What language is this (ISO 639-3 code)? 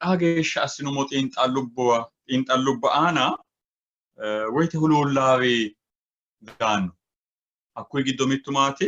sid